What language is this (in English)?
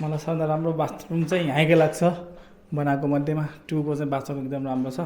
Nepali